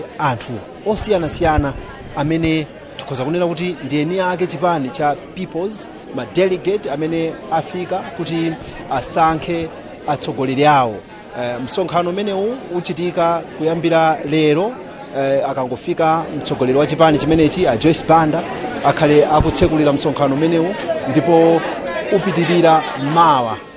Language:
Nyanja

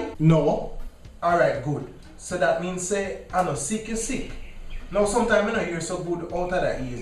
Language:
Jamaican Creole English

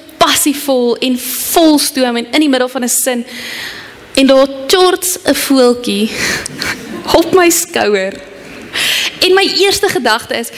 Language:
Afrikaans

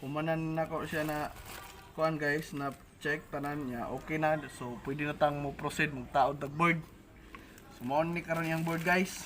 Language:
Cebuano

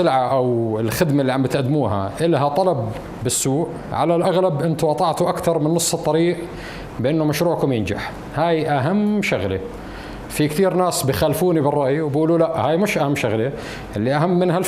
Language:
North Levantine Arabic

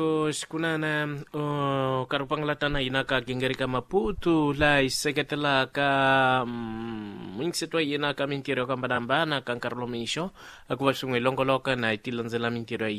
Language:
Tsonga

